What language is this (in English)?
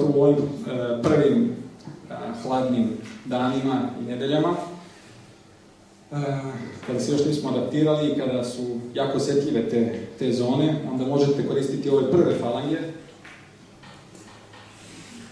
Serbian